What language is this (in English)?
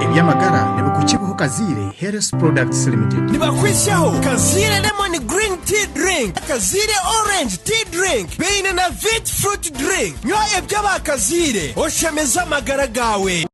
Nyankole